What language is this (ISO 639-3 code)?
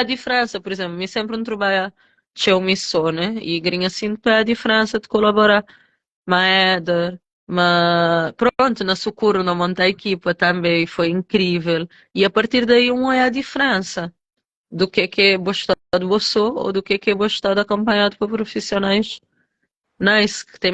kea